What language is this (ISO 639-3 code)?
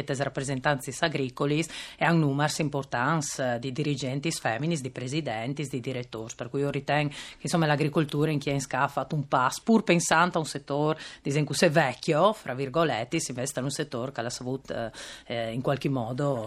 fur